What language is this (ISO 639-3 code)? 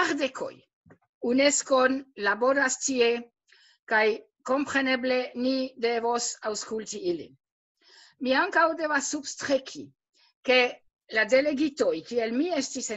epo